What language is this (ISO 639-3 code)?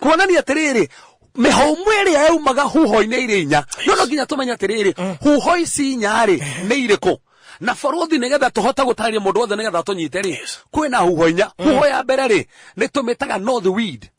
kik